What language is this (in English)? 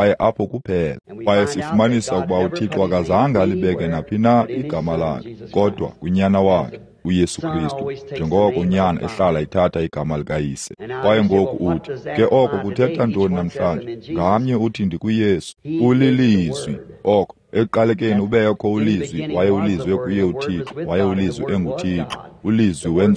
Xhosa